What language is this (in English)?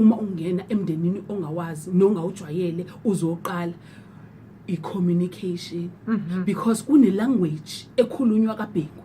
Zulu